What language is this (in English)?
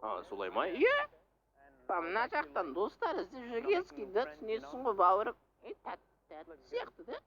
Kazakh